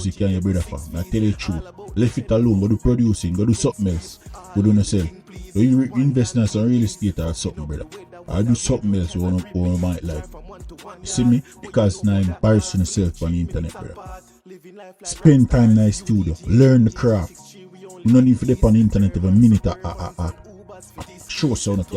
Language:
Jamaican Creole English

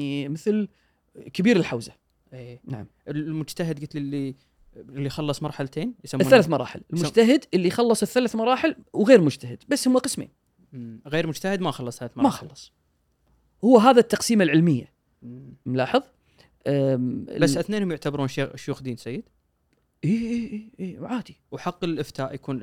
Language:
Gulf Arabic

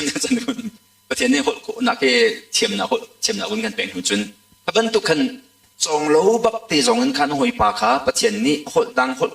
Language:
Hakha Chin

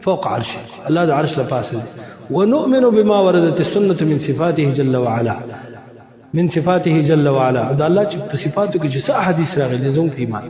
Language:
Pashto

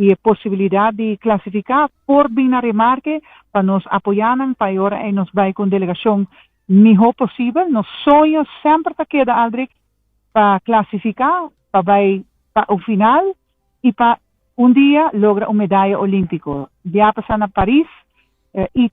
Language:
Papiamento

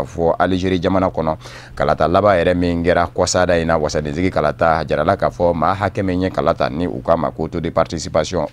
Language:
Bambara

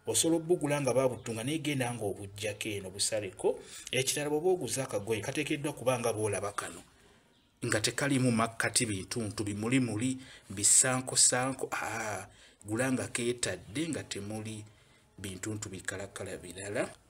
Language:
Ganda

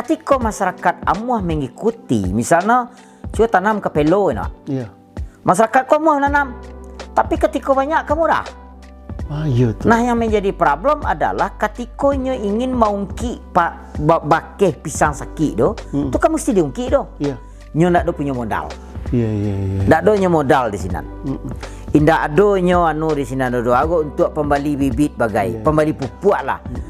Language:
Minangkabau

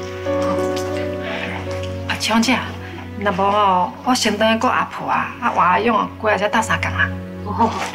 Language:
Min Nan Chinese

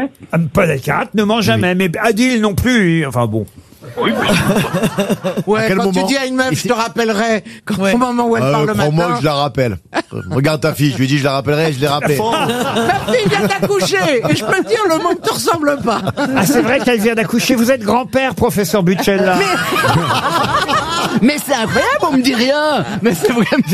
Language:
French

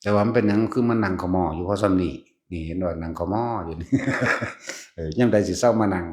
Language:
Lao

